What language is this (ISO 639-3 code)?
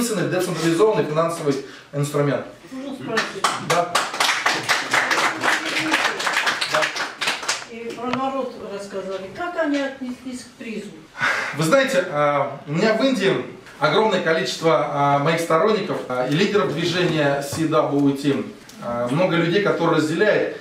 rus